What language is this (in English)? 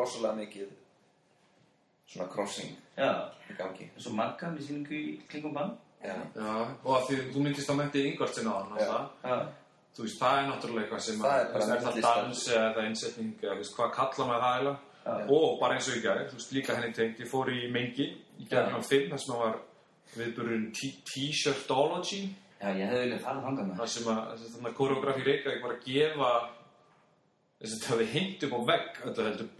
Icelandic